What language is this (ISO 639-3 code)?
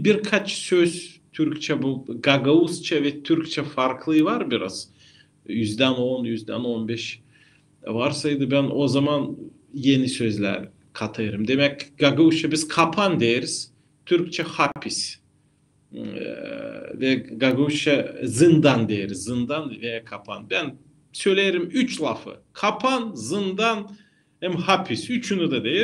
gag